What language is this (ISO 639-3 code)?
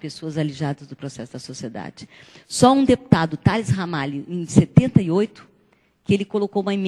por